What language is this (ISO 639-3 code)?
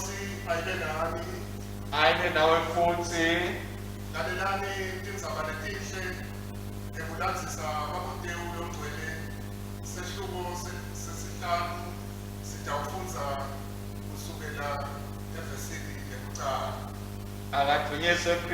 ssw